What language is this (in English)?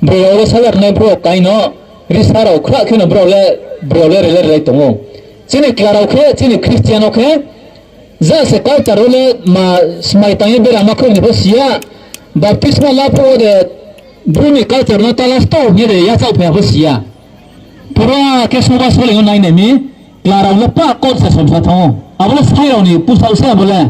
Riang (India)